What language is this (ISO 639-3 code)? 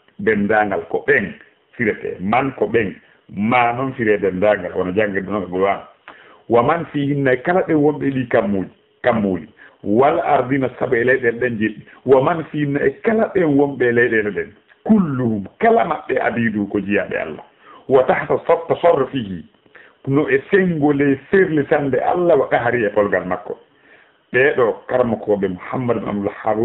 ful